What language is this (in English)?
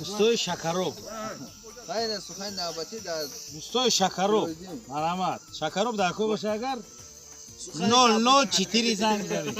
Tajik